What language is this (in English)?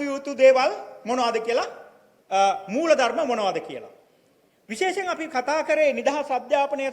Sinhala